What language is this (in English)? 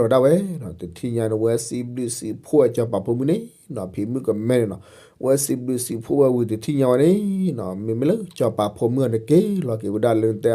S'gaw Karen